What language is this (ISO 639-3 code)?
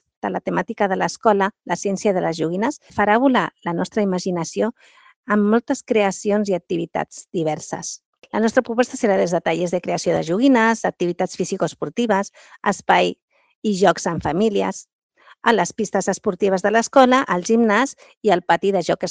cat